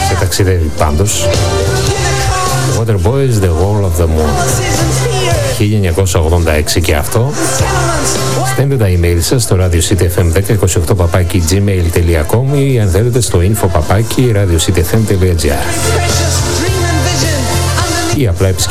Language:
Greek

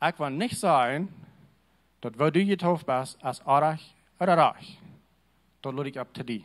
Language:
Plautdietsch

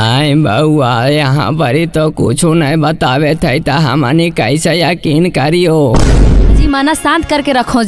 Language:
Magahi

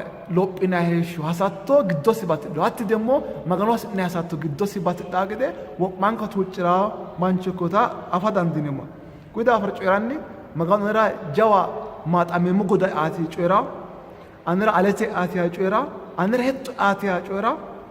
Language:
Sidamo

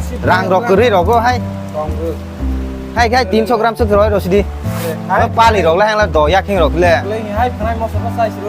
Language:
Kok Borok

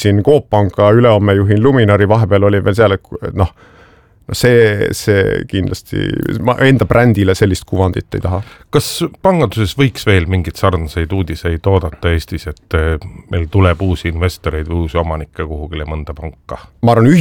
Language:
Estonian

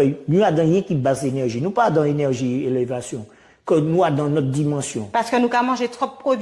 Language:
Guadeloupean Creole French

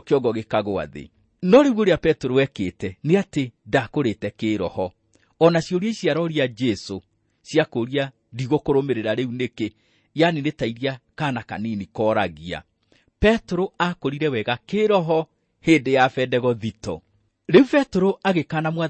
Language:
Kikuyu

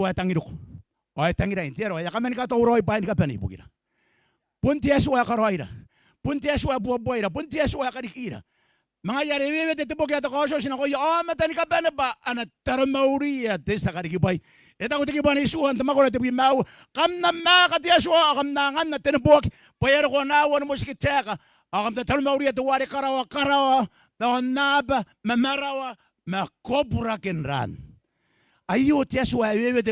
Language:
Gilbertese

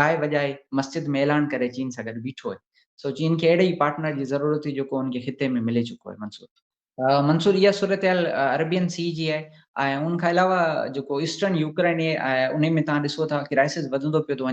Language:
Sindhi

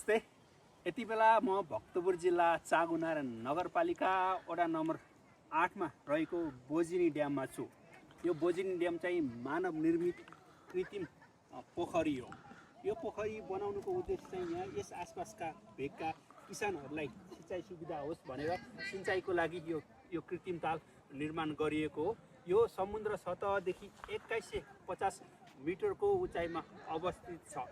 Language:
Nepali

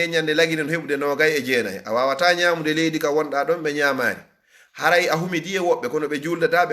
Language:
Fula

